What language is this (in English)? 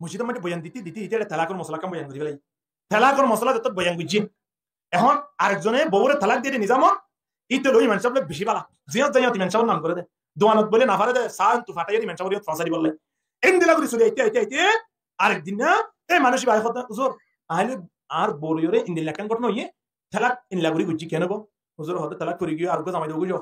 Rohingya